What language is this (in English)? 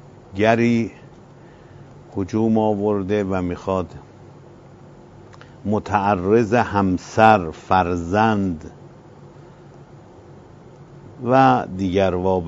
Persian